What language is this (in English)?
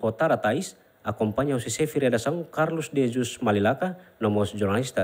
Tetum